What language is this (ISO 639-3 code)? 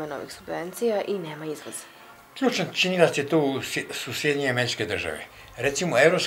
srp